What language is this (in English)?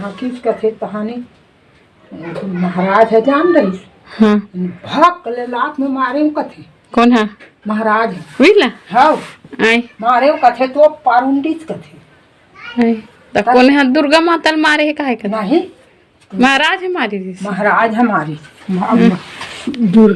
Chhattisgarhi